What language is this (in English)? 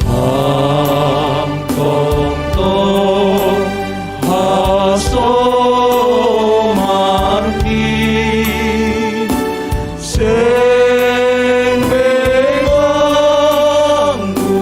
Batak Simalungun